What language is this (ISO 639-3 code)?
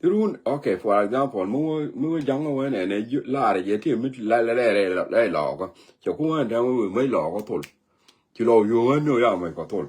nus